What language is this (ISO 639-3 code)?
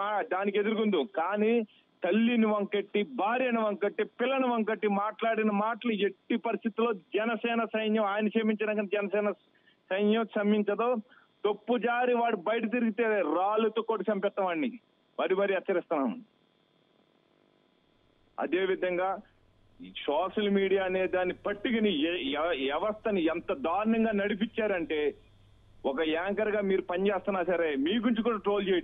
tel